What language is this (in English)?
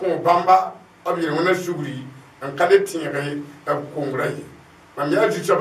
Mossi